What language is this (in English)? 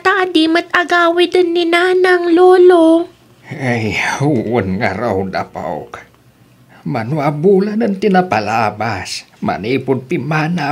Iloko